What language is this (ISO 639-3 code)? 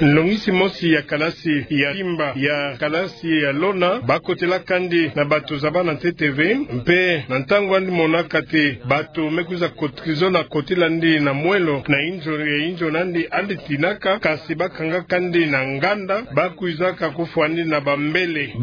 ktu